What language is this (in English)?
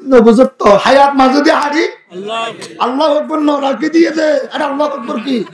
Rohingya